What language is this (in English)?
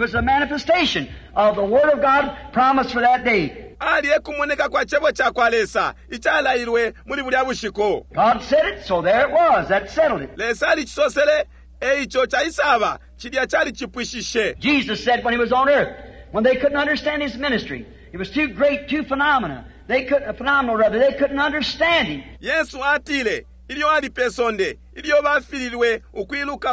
Bemba